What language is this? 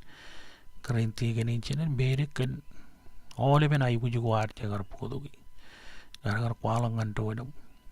Marshallese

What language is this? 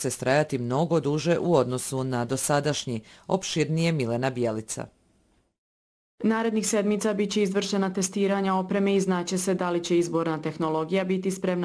Bosnian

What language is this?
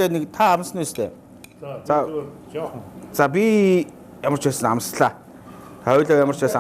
Mongolian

